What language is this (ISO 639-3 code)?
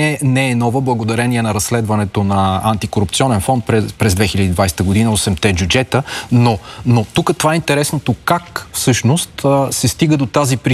bul